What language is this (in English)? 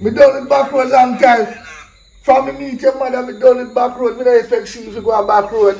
Jamaican Creole English